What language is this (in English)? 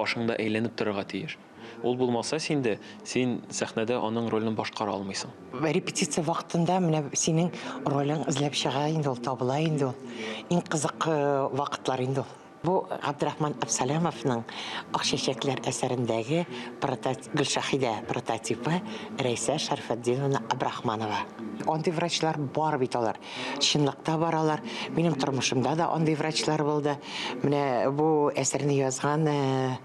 Tatar